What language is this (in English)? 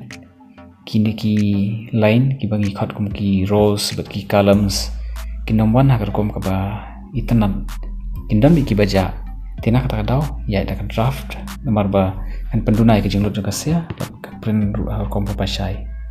Khasi